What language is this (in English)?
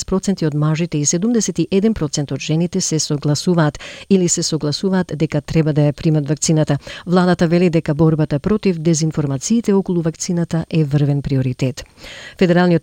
Macedonian